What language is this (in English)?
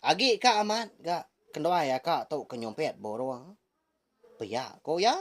Iban